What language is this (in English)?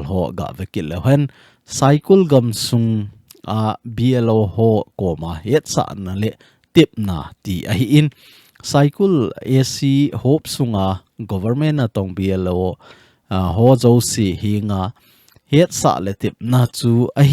Thado Chin